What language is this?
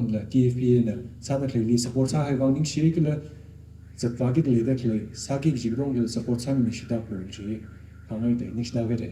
Tangkhul Naga (India)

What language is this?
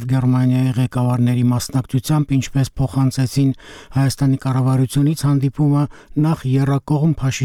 Armenian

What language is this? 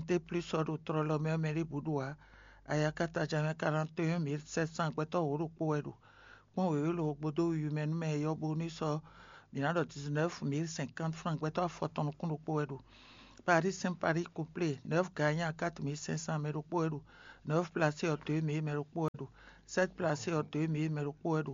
Fon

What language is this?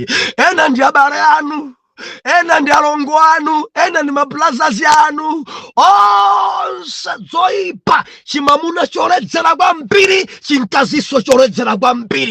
Nyanja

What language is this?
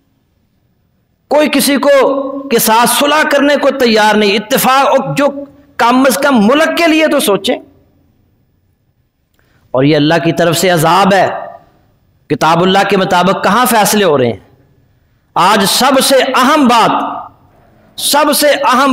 Urdu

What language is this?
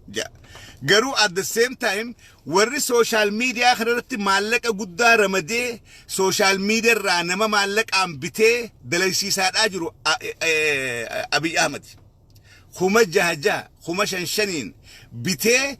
Oromo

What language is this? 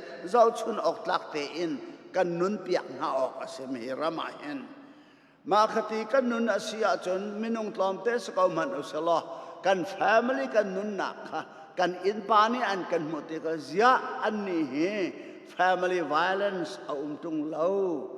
Hakha Chin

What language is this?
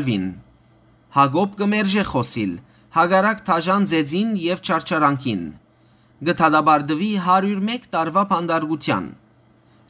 Western Armenian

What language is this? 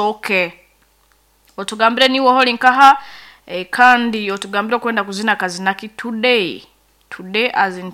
Nyankole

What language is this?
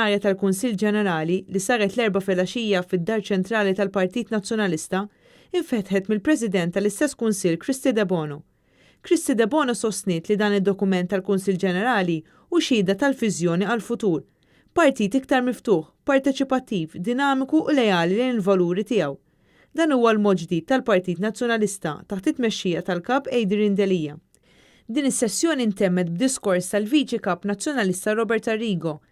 Maltese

